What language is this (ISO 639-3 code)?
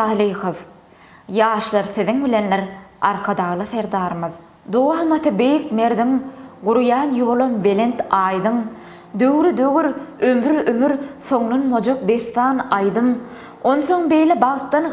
tuk